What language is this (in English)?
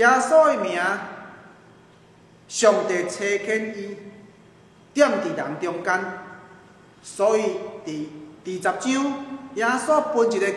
Min Nan Chinese